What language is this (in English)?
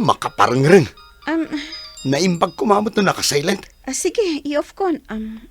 Iloko